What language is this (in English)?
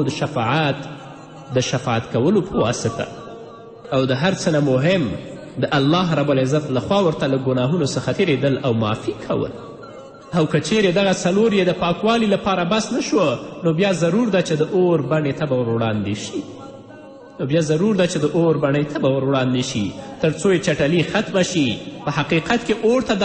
Pashto